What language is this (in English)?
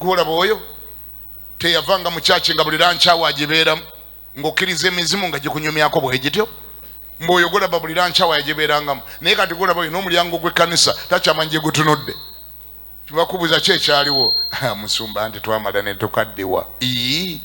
Ganda